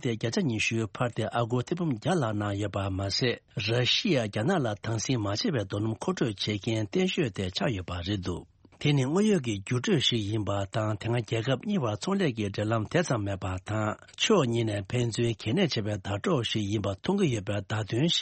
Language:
Tibetan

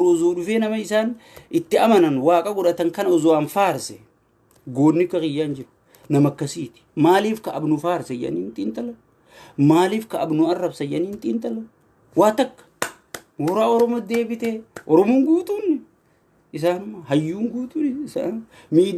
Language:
Oromo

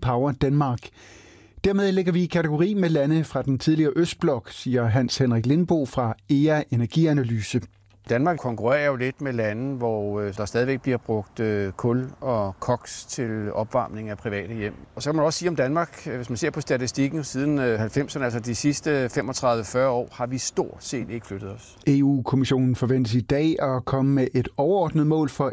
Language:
Danish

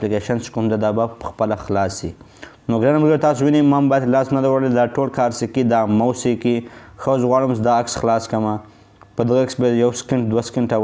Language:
Pashto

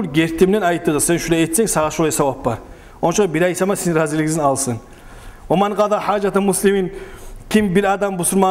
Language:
Kumyk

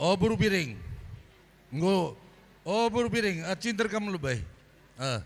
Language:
Batak Karo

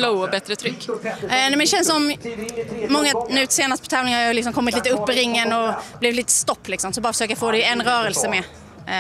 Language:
Swedish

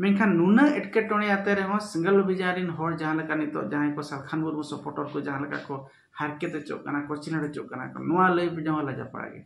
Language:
Santali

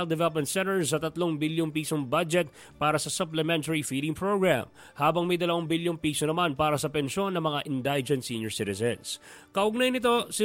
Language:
Filipino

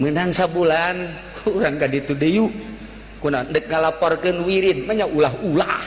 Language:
Sundanese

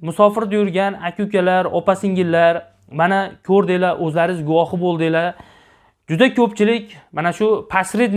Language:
Uzbek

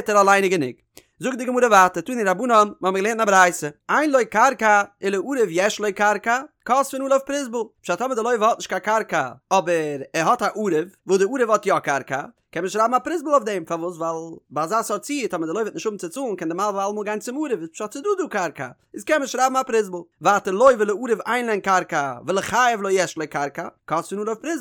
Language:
Yiddish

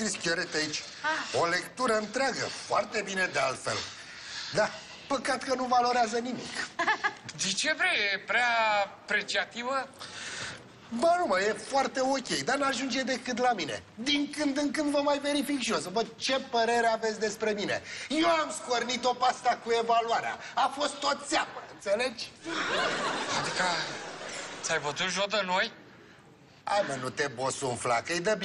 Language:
Romanian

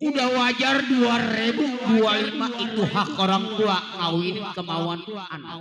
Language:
Betawi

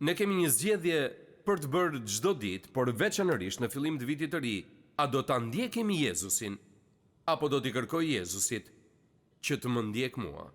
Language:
Albanian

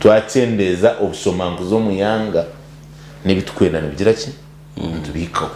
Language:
Nyankole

